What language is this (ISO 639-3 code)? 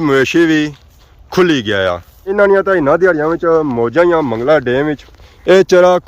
phr